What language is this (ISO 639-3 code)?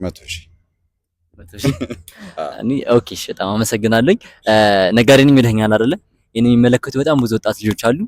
amh